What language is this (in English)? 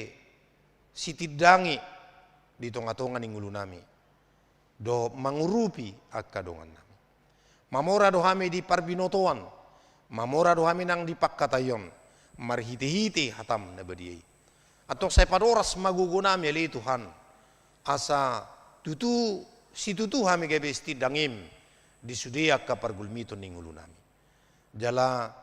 Batak Toba